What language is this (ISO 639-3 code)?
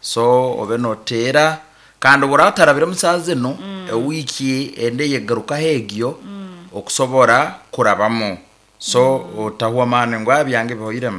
nyn